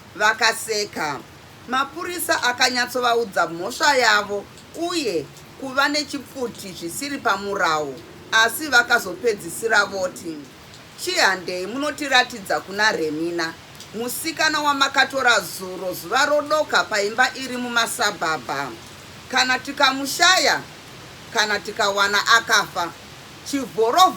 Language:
Shona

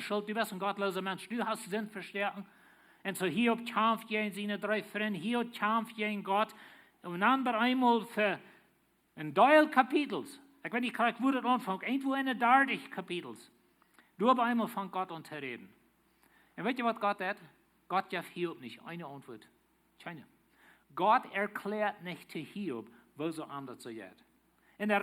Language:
Plautdietsch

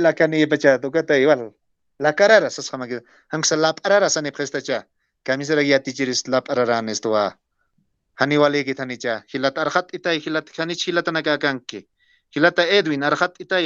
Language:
Aymara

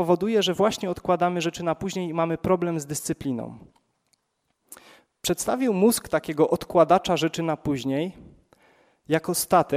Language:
Polish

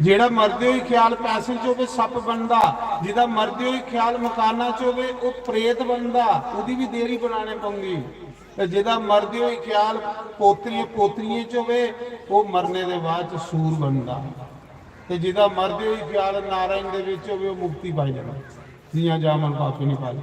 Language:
Dogri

